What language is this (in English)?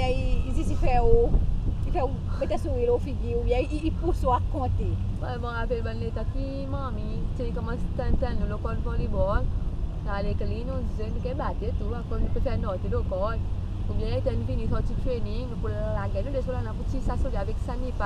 Seselwa Creole French